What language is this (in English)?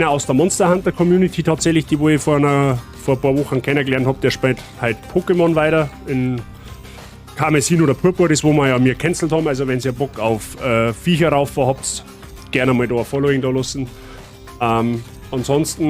Bavarian